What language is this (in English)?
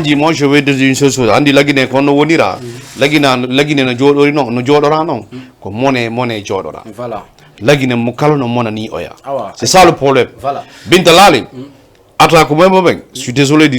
Fula